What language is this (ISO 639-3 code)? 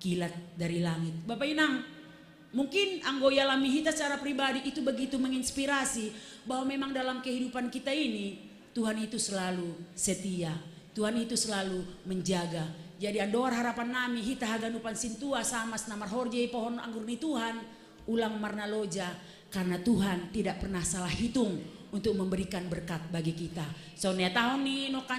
bts